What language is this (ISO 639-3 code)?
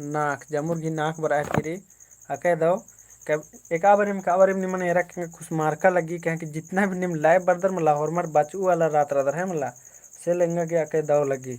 kru